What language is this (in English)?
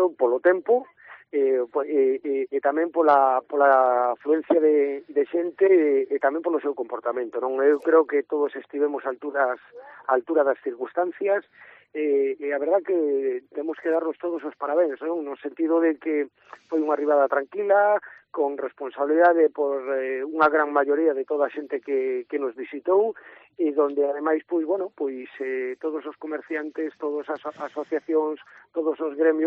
Galician